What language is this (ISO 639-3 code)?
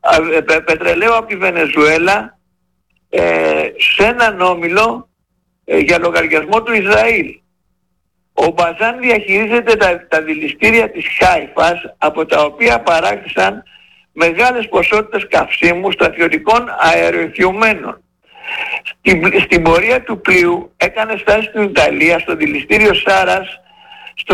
ell